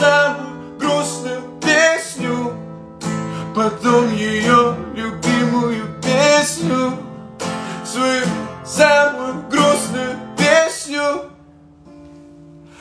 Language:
Russian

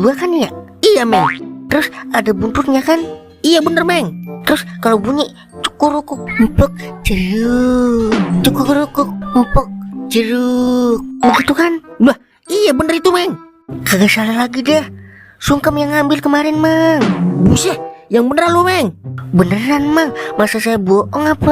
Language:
Betawi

